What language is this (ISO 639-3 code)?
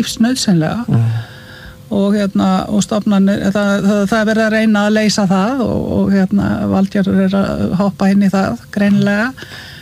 isl